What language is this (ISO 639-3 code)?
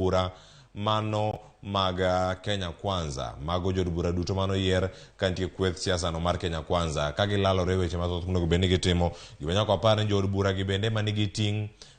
luo